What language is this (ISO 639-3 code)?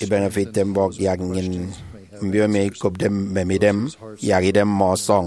efi